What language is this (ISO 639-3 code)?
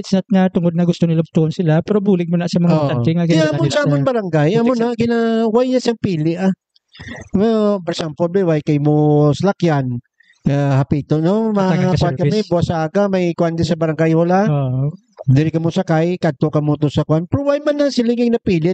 hil